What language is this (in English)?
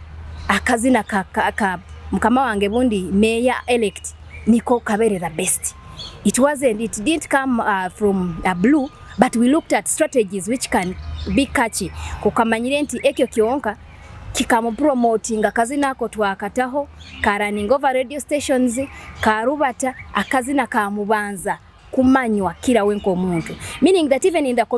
Nyoro